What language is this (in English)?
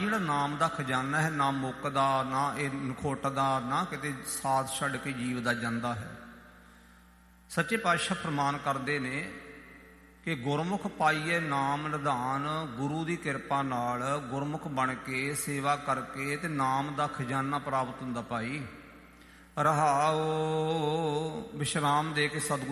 Punjabi